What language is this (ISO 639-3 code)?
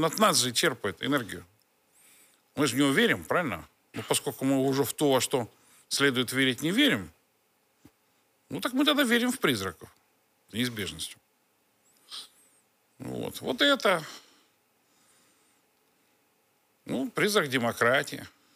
rus